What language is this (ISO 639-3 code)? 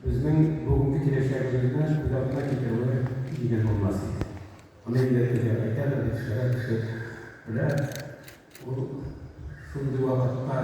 tat